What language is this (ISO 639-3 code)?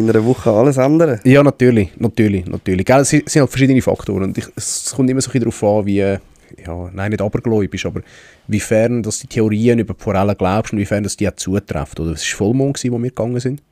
gsw